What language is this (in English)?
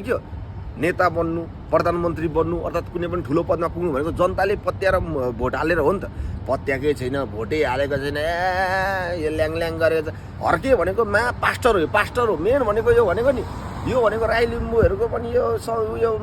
Nepali